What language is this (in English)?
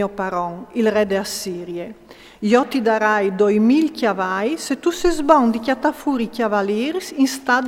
Friulian